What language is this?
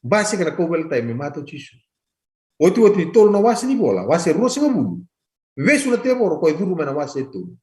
Fijian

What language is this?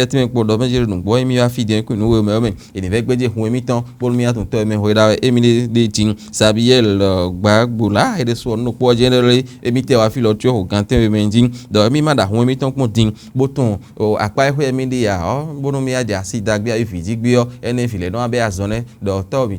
Fon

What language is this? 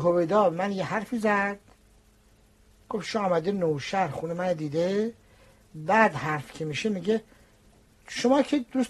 Persian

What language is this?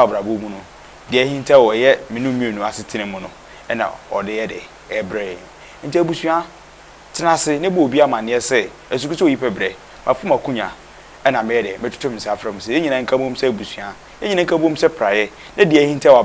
Akan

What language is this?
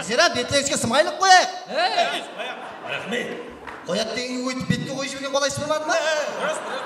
Kara-Kalpak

